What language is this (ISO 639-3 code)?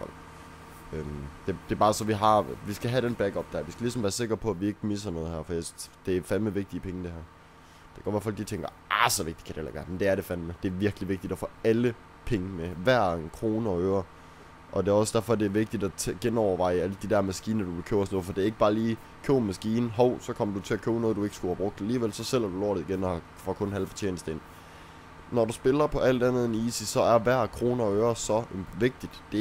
dan